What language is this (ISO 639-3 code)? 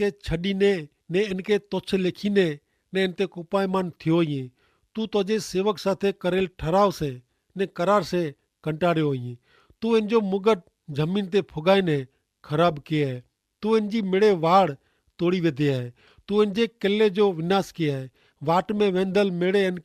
kfr